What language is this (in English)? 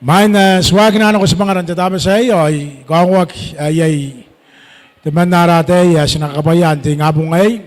Gilbertese